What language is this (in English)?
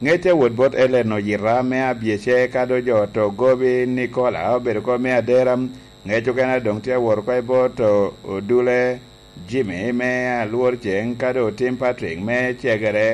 Lango (Uganda)